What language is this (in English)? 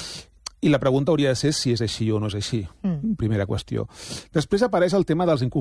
Catalan